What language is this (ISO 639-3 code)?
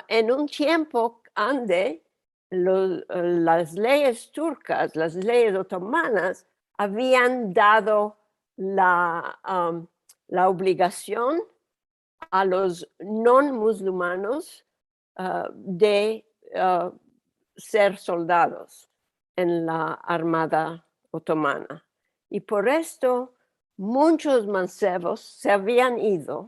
lad